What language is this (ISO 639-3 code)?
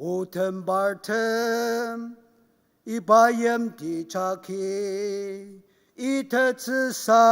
njo